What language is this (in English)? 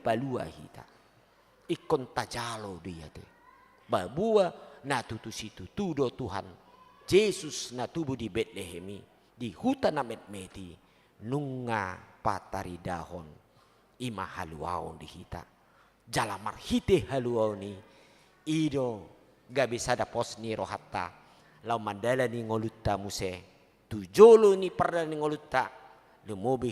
Batak Toba